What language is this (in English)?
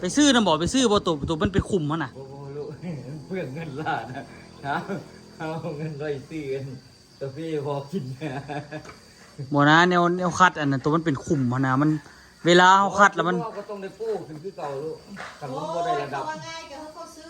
Lao